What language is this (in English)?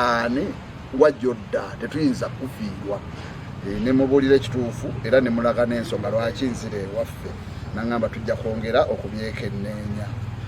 Ganda